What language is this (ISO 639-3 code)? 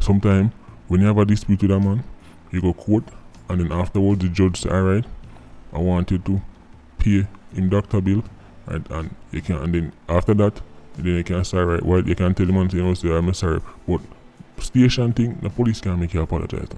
jam